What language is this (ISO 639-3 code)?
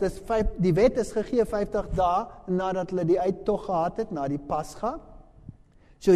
afr